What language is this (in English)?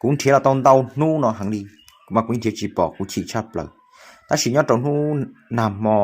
Hmong